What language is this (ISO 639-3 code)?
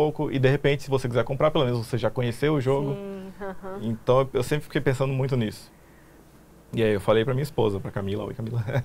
por